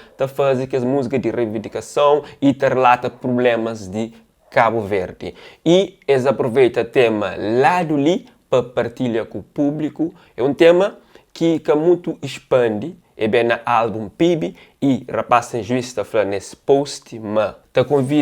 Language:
Kabuverdianu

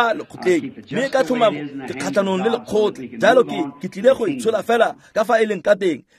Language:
Tswana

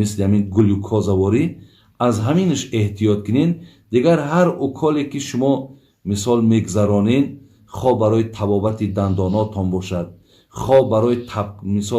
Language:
Tajik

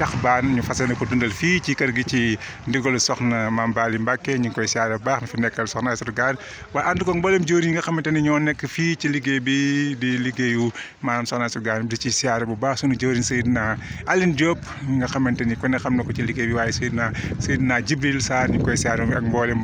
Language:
Wolof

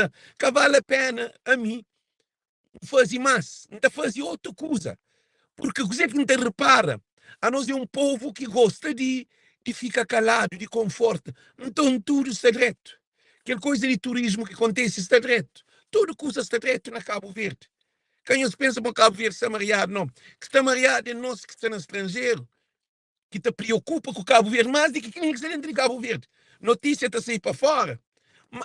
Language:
Kabuverdianu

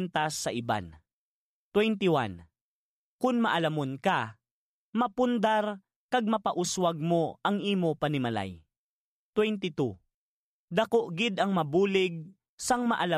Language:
Hiligaynon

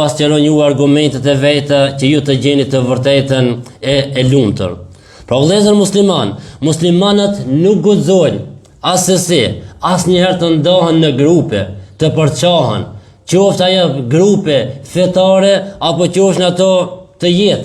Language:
Albanian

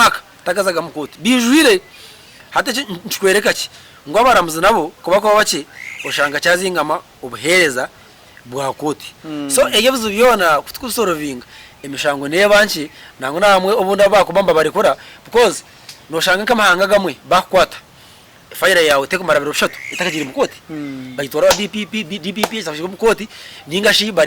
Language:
Nyankole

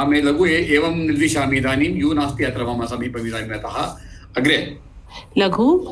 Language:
Sanskrit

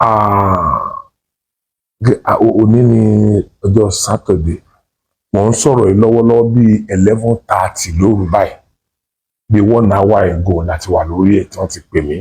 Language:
Yoruba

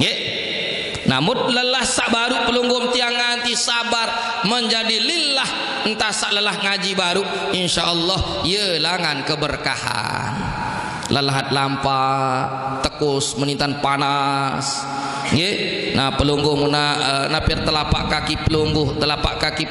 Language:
Sasak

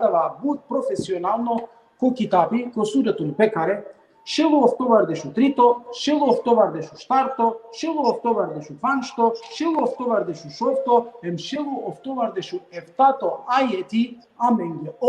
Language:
Balkan Romani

